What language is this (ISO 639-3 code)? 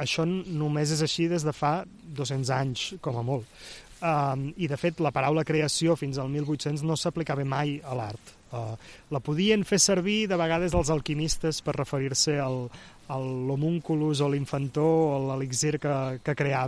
cat